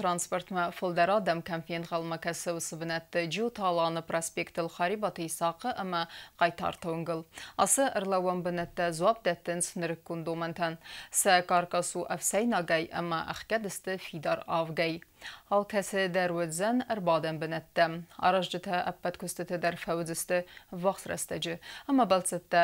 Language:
Ossetic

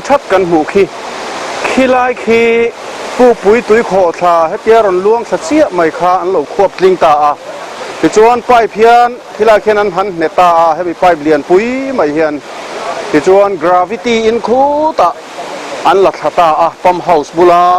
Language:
Mizo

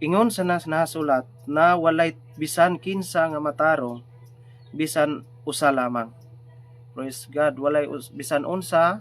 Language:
Cebuano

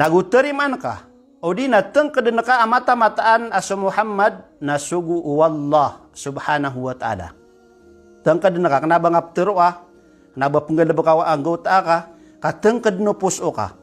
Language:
Maranao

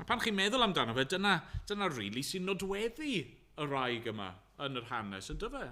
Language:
Welsh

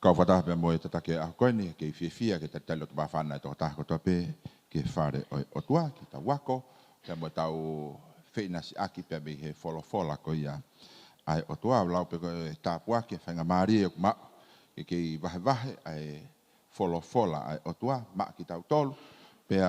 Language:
Tongan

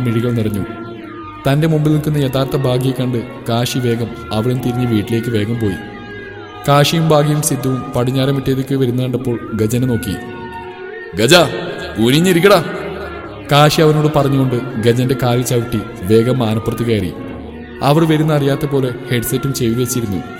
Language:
Malayalam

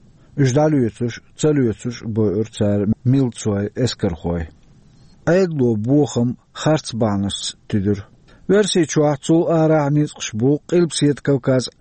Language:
Chechen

